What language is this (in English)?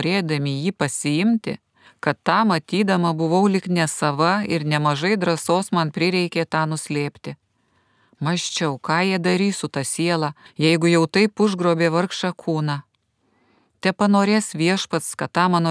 Lithuanian